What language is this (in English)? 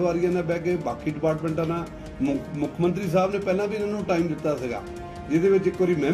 Punjabi